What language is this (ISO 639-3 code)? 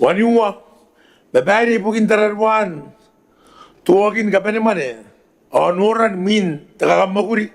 gil